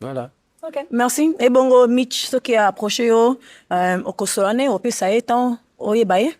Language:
Lingala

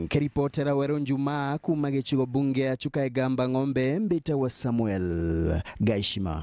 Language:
Meru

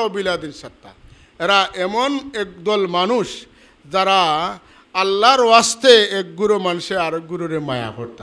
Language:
Sylheti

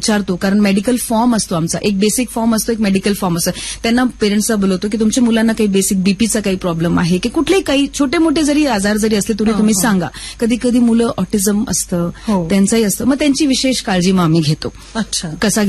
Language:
Marathi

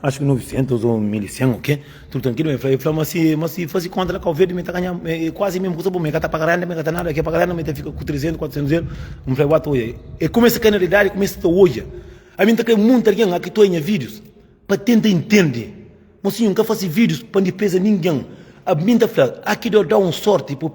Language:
Kabuverdianu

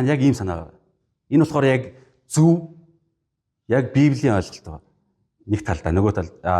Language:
Mongolian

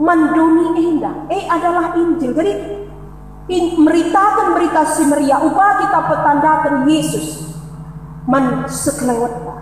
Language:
Batak Karo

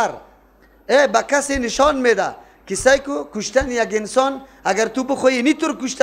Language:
Persian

